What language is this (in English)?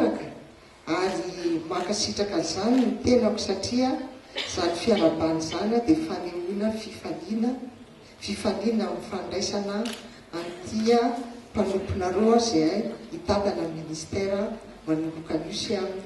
Malagasy